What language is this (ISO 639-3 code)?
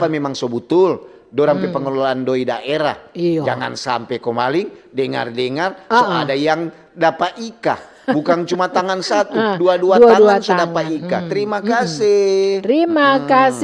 xmm